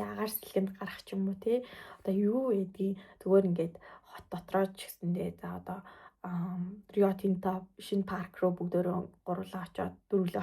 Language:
Mongolian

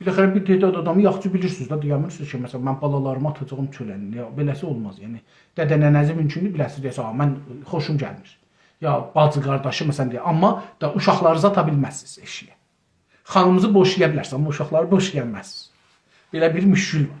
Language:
South Azerbaijani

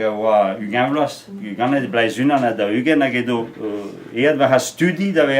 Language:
Breton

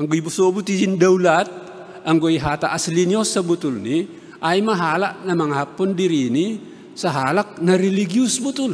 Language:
Batak Simalungun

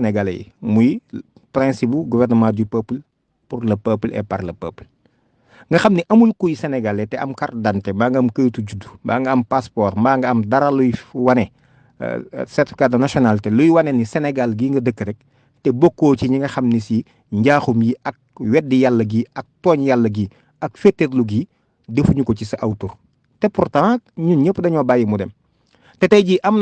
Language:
Wolof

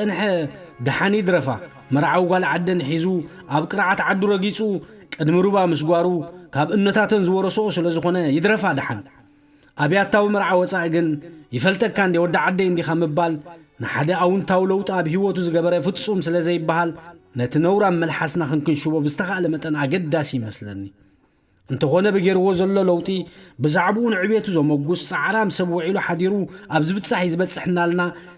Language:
Tigrinya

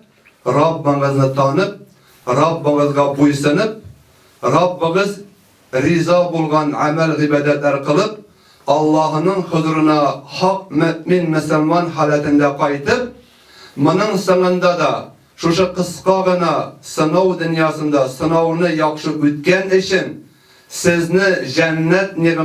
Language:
Tatar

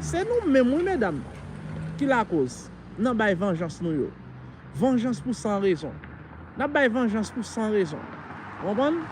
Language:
Haitian Creole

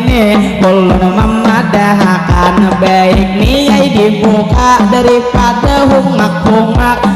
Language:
Banjar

